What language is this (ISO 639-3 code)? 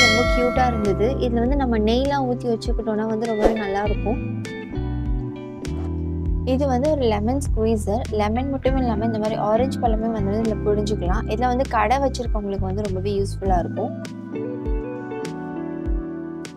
tam